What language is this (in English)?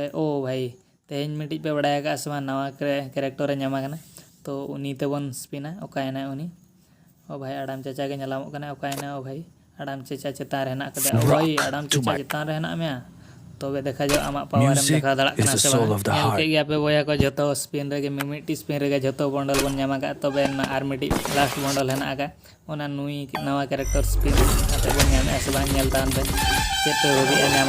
Santali